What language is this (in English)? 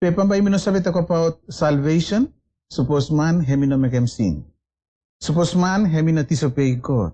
Bislama